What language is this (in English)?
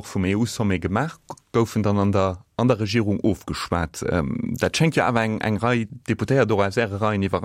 Luxembourgish